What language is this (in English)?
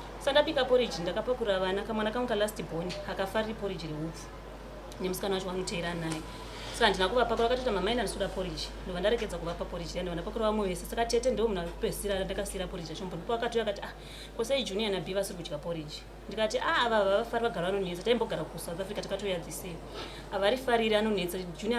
Shona